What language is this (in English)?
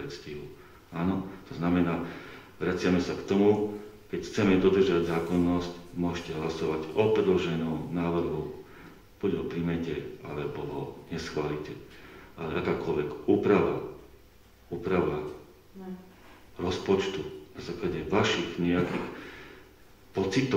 Slovak